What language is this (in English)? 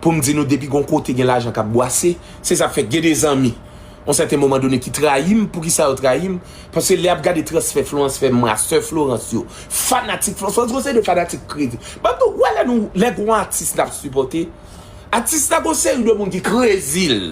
Haitian Creole